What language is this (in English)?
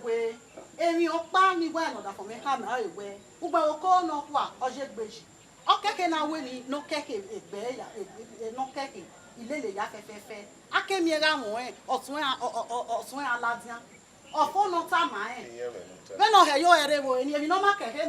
Bini